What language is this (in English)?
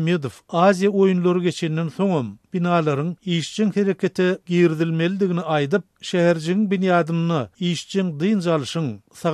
Turkmen